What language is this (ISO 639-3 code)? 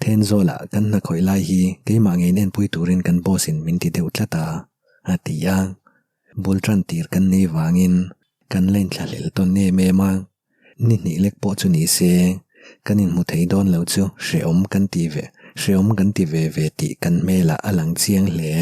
lus